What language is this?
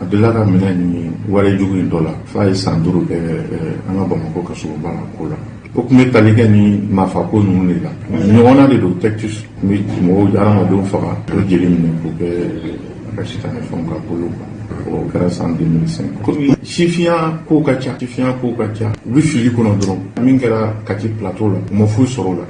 Bambara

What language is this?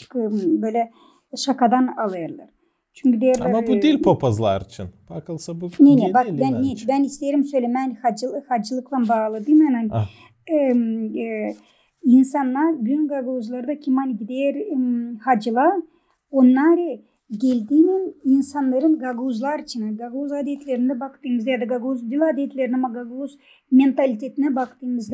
Gagauz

